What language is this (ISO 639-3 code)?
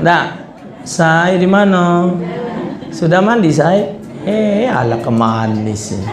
mui